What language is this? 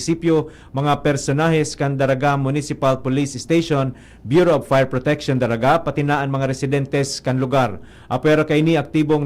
Bikol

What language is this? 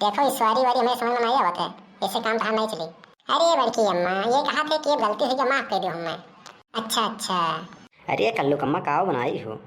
Awadhi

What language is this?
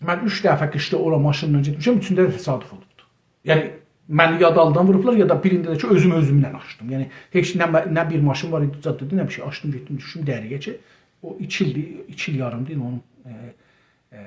South Azerbaijani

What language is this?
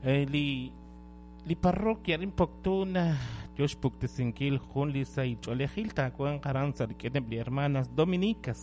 Kekchí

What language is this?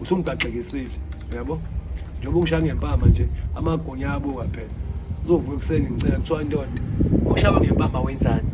Zulu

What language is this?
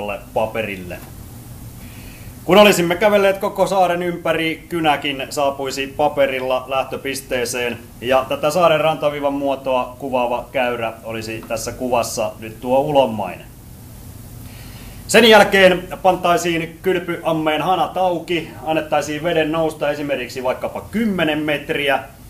Finnish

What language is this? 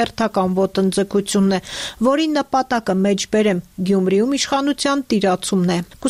Armenian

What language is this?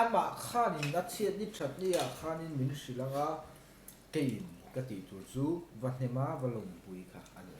Mizo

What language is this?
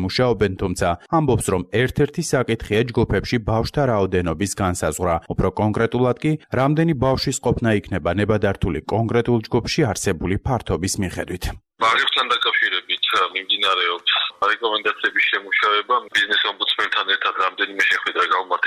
Georgian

